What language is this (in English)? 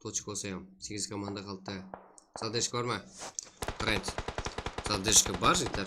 Kara-Kalpak